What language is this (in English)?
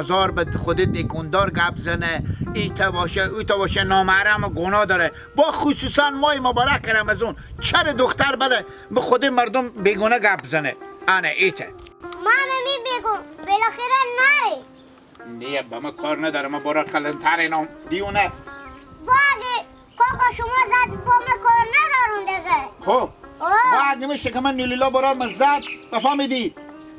Hazaragi